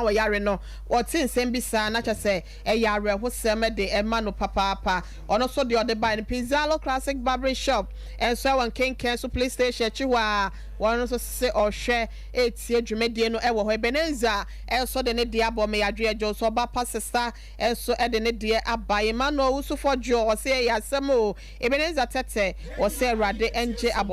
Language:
Akan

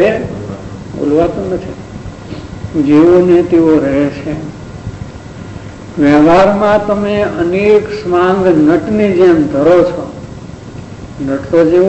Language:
Gujarati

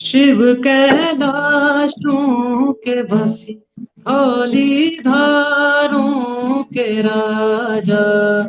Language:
Dogri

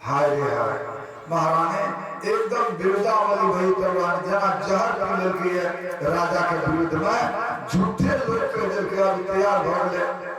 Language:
Maithili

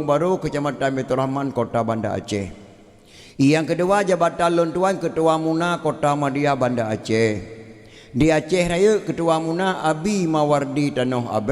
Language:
Achinese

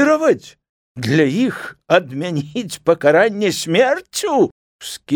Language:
Belarusian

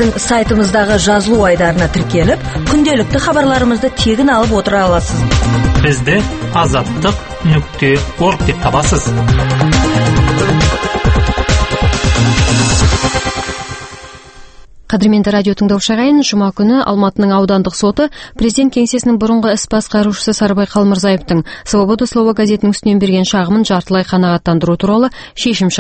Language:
Kazakh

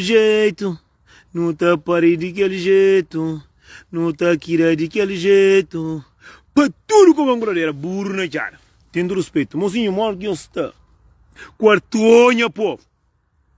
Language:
Kabuverdianu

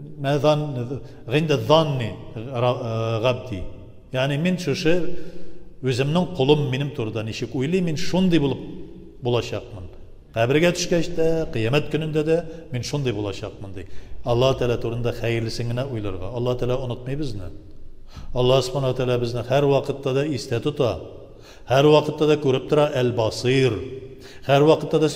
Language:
Tatar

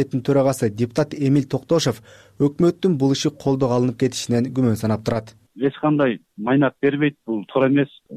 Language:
Kyrgyz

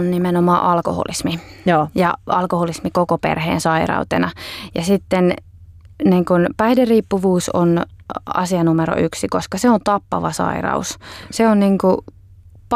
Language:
Finnish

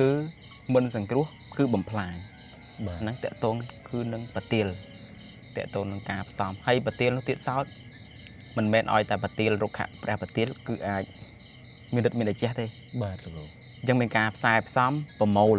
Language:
Khmer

